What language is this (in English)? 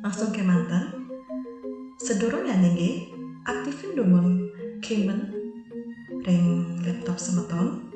Balinese